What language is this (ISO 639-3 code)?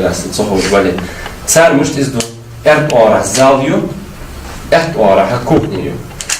inh